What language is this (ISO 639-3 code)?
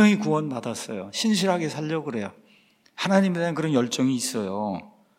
kor